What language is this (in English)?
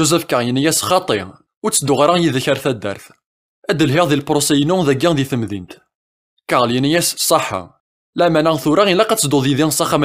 Kabyle